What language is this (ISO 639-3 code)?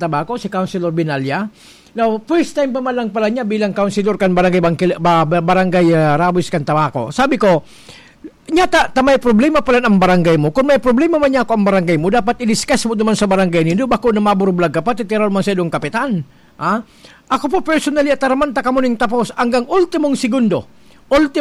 bik